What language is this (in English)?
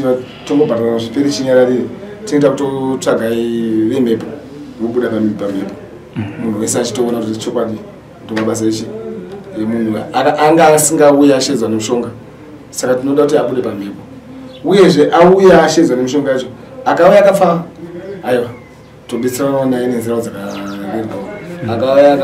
Shona